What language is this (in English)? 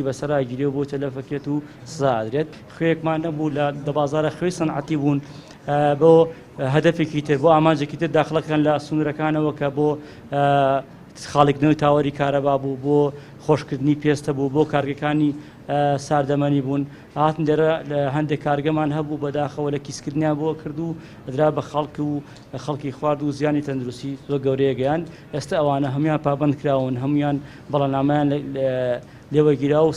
Central Kurdish